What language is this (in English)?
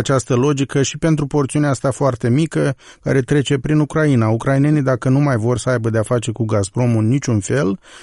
Romanian